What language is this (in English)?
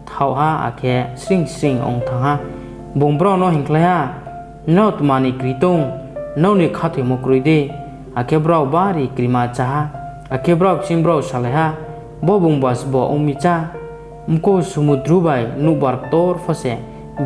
Riang (India)